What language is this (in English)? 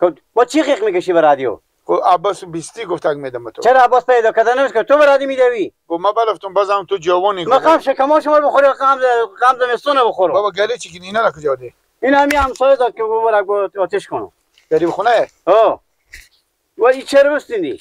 Persian